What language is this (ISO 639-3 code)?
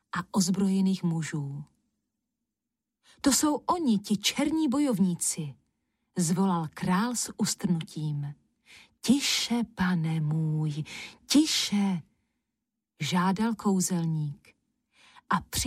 ces